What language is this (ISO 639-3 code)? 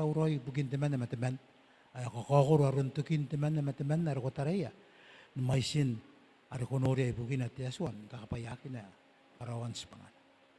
gil